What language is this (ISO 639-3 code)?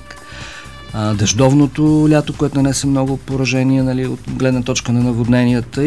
bul